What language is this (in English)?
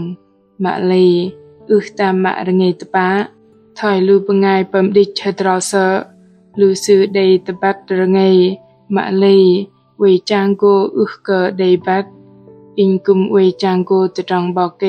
Bahnar